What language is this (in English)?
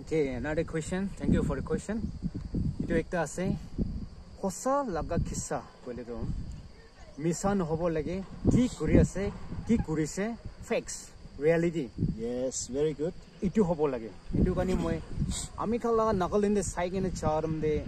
Naga Pidgin